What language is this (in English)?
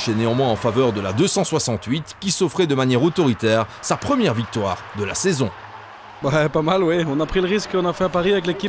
French